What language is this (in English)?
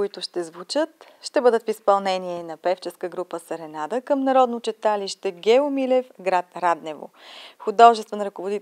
Bulgarian